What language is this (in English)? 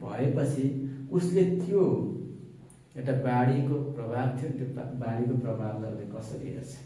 Nepali